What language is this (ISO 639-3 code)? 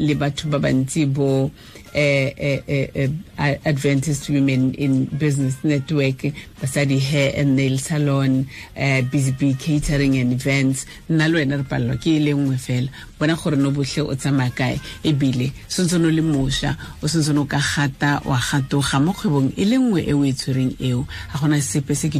tsn